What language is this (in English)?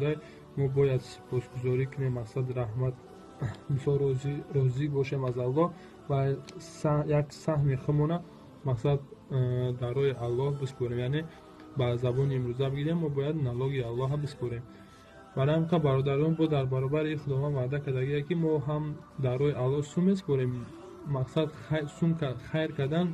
Tajik